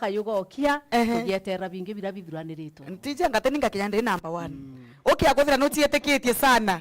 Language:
Meru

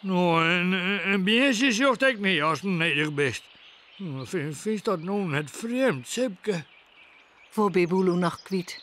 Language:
Western Frisian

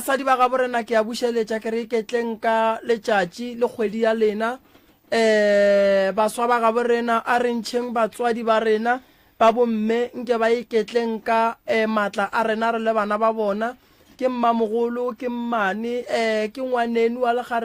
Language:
Northern Sotho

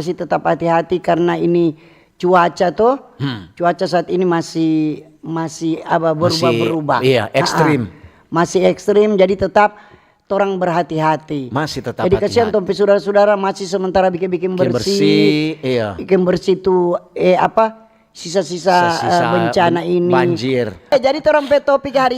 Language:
Manado Malay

